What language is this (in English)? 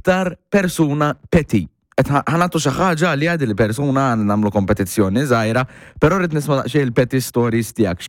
Maltese